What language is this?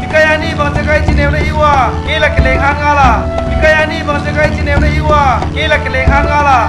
Paite Chin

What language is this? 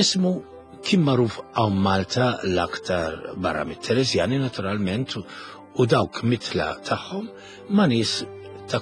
Maltese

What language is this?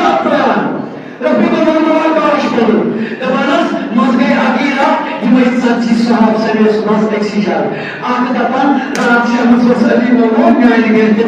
Kashmiri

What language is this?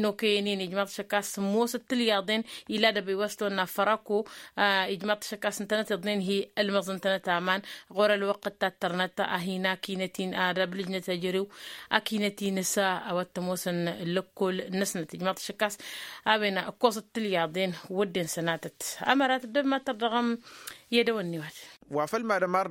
Tamasheq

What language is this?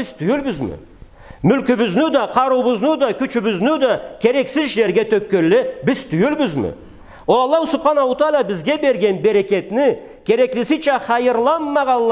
Karachay-Balkar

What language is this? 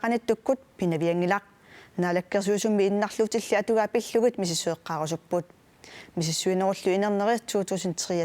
Kalaallisut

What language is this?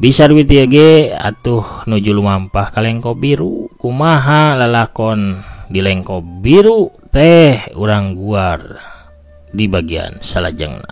Sundanese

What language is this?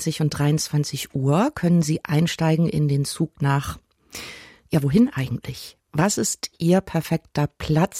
German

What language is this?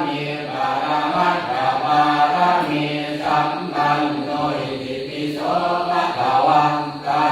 Pali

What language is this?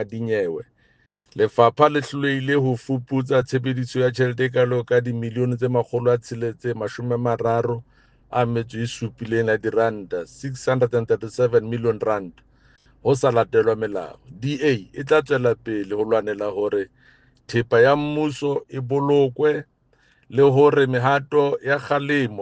Southern Sotho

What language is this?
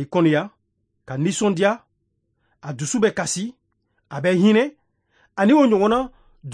Bambara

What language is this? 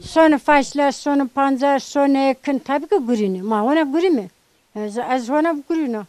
Zaza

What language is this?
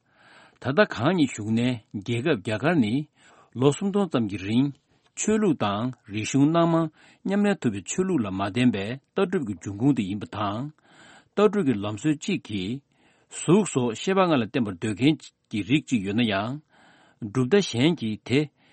Tibetan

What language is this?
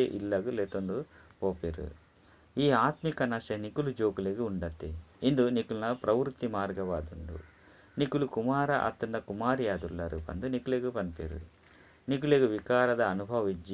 Tulu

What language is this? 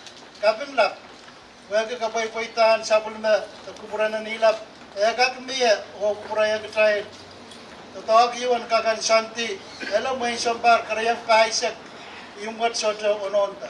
Pohnpeian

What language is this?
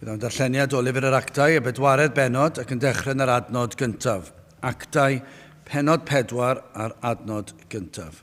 Welsh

